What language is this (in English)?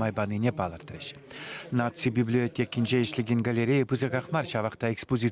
Chuvash